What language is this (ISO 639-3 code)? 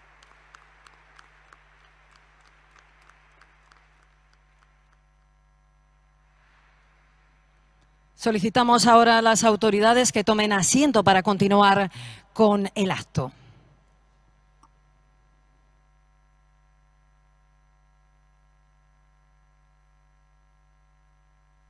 spa